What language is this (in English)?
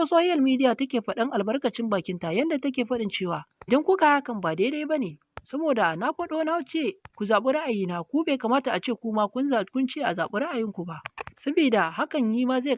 Hausa